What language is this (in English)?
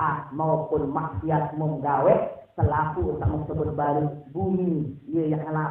Sasak